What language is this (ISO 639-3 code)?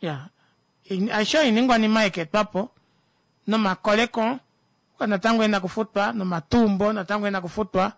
kua